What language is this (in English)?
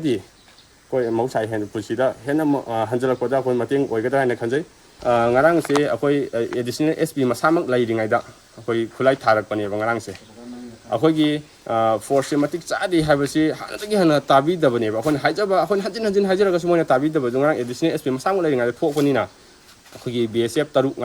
Manipuri